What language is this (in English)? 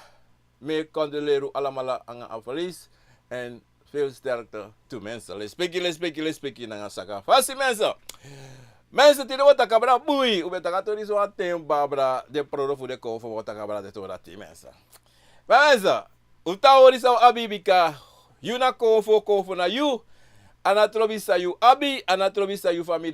Sranan Tongo